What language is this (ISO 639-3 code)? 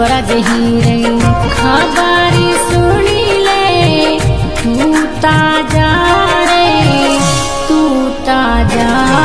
bho